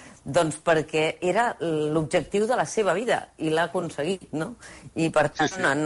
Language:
Catalan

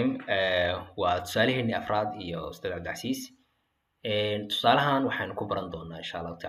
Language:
Somali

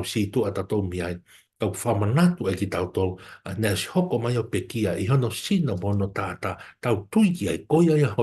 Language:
Tongan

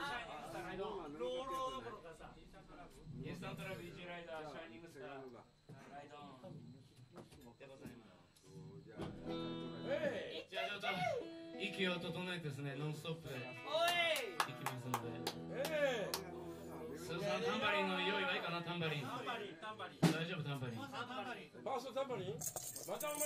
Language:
Japanese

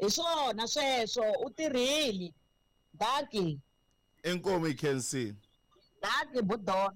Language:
Tsonga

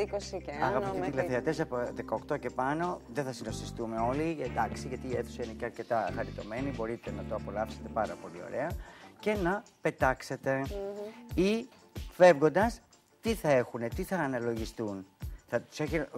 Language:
Greek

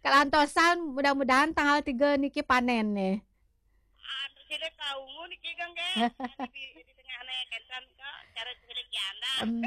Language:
Balinese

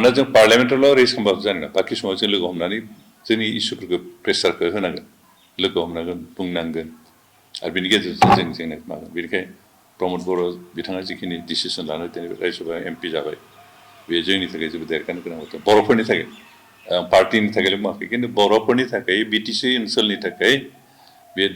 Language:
Bodo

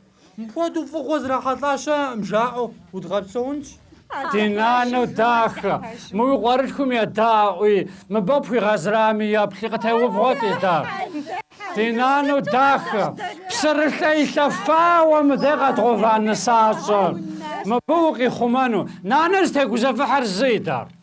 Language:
Kabardian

